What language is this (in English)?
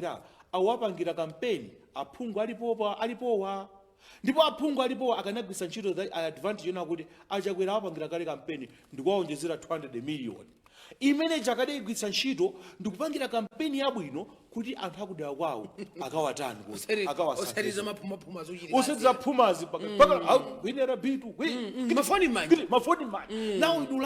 Nyanja